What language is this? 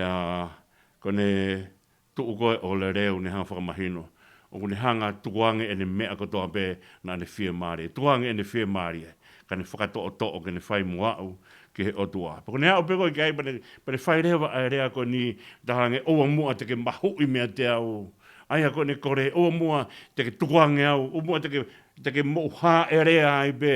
Tongan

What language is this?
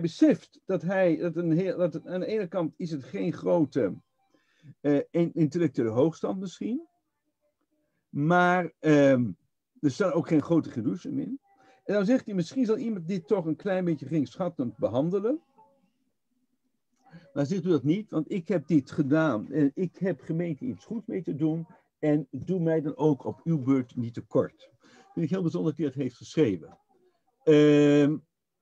Dutch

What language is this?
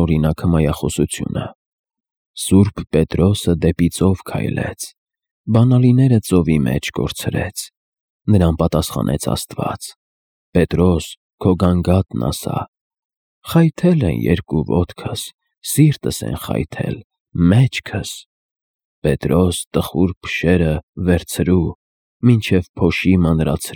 Armenian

